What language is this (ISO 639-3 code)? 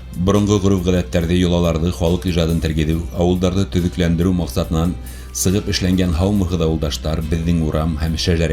bak